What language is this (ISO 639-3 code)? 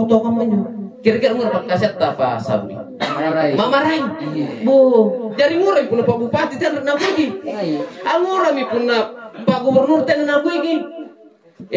mak